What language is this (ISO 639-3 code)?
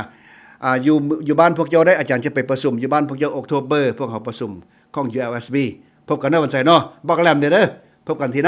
lao